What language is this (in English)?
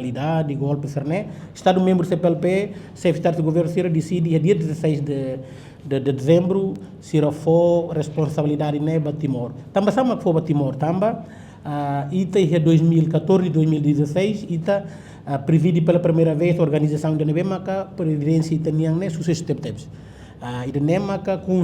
Tetum